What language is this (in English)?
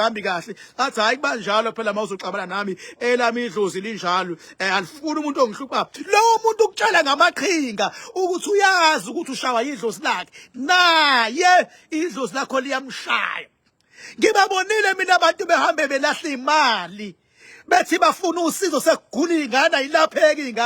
Zulu